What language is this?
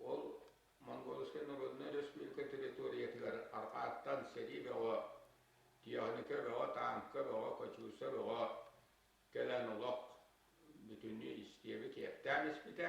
Yakut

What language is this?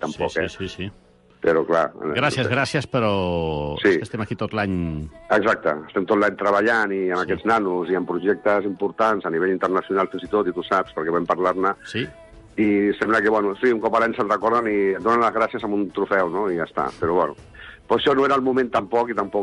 Catalan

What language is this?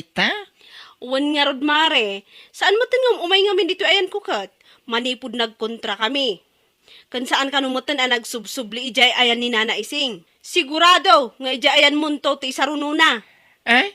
Iloko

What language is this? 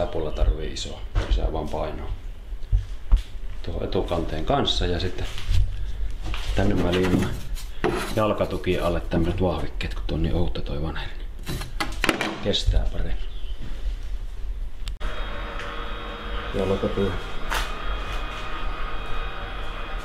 Finnish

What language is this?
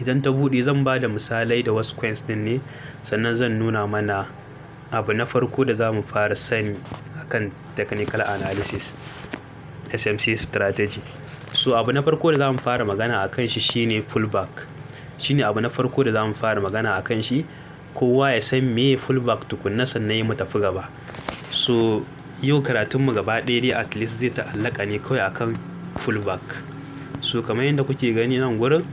Hausa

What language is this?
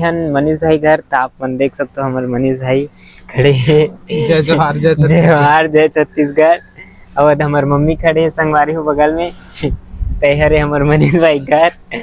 Chhattisgarhi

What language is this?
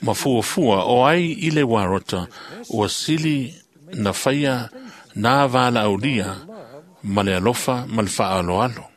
Samoan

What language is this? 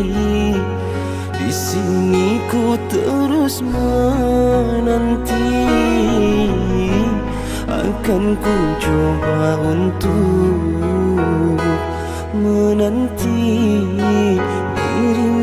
Indonesian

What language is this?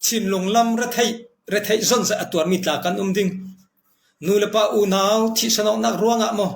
Falam Chin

